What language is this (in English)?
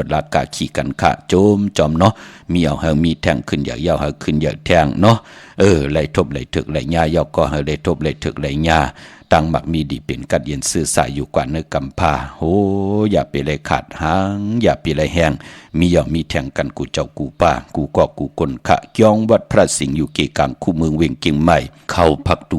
Shan